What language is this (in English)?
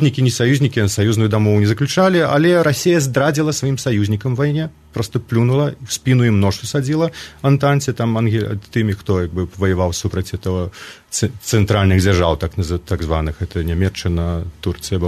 Belarusian